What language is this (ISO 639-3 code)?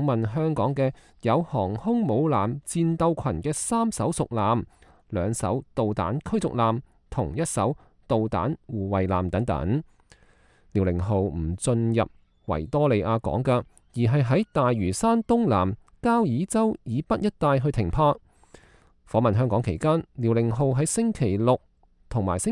yue